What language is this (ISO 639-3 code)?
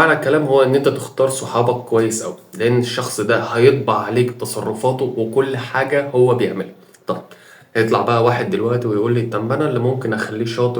arz